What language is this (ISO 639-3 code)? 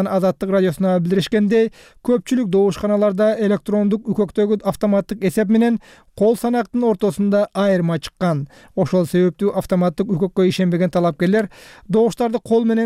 kir